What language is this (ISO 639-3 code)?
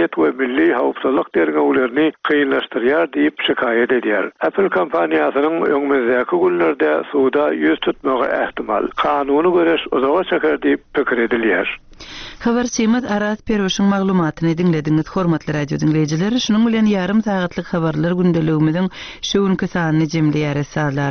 tuk